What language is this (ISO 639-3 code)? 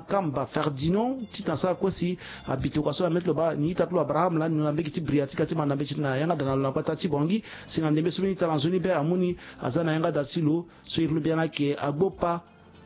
sag